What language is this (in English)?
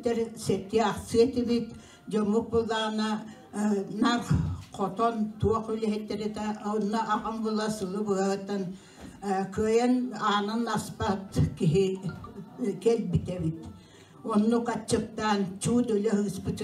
Yakut